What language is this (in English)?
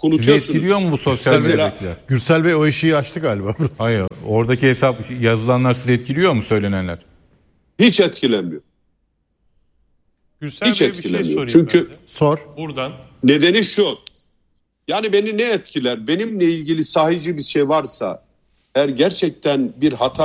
Turkish